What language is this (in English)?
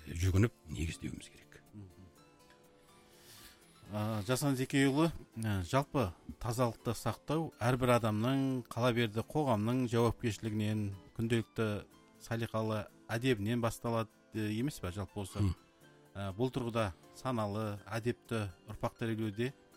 Kazakh